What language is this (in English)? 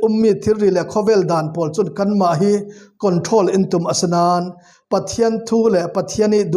Falam Chin